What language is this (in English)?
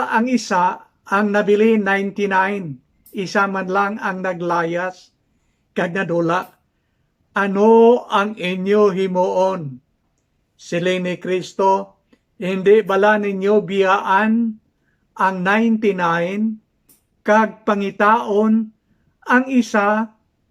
Hiligaynon